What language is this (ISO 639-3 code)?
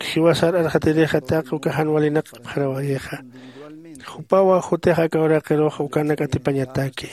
aym